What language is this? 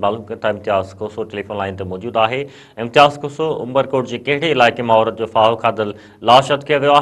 Sindhi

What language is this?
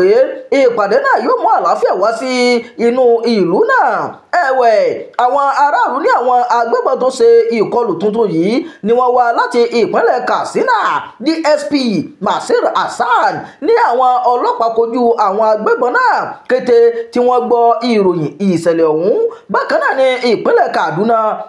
Yoruba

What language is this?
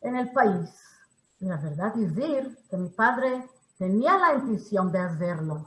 Ladino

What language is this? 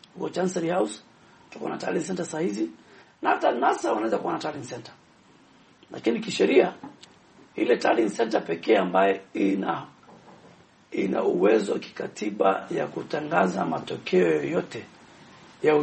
Swahili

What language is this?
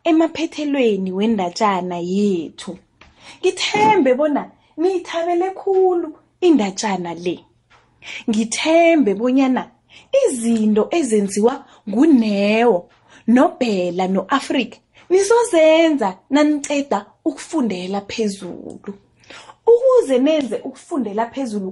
South Ndebele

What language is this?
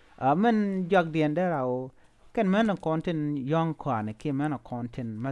Nuer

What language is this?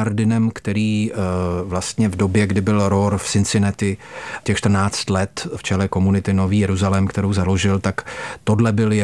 Czech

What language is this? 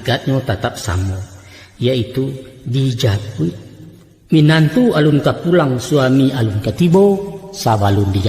Minangkabau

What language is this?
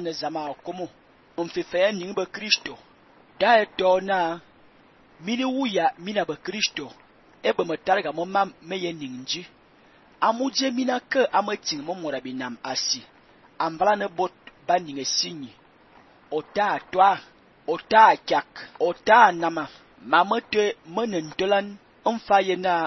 Fang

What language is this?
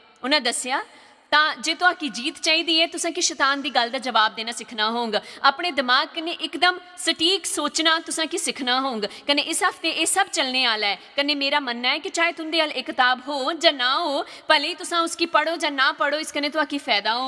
Dogri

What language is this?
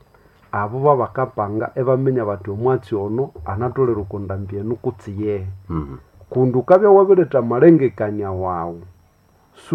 Nande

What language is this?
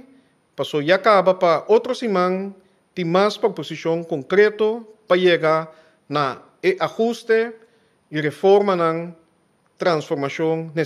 Papiamento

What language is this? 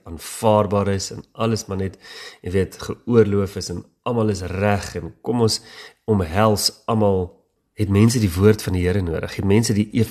Afrikaans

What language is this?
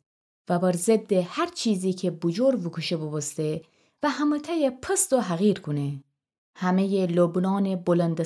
Gilaki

